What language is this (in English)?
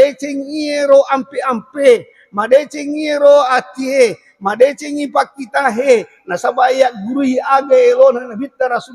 Buginese